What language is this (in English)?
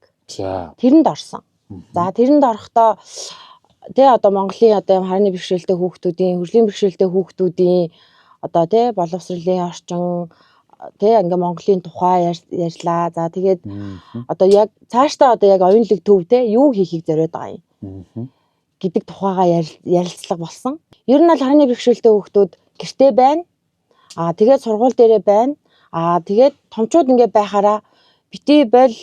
Mongolian